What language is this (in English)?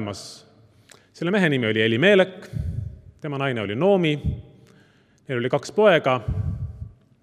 Estonian